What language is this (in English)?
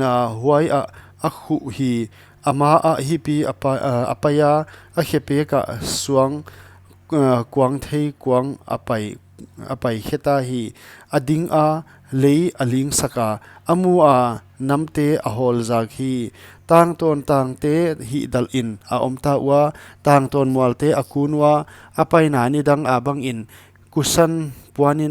Paite Chin